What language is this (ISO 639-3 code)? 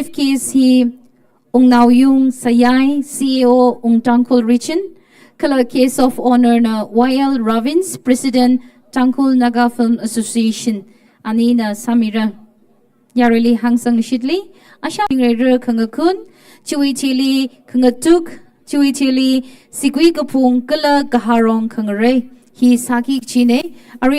nmf